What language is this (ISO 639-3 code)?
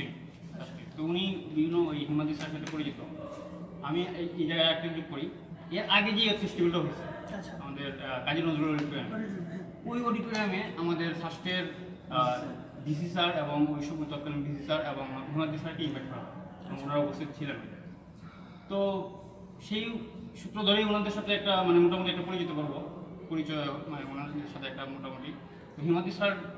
ben